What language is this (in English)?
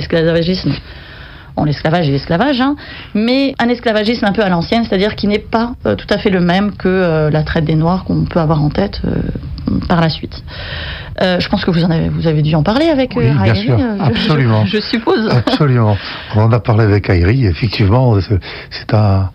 French